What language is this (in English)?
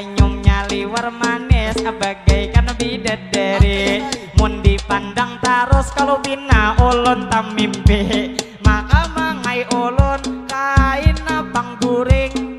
Banjar